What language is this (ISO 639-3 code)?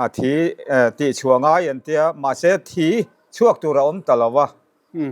lus